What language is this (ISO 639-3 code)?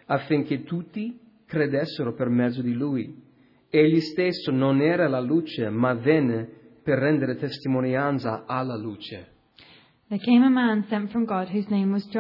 ita